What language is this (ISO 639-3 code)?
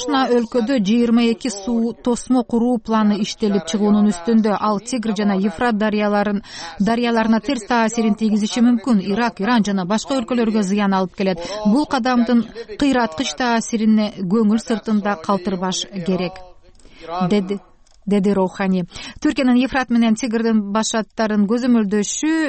kir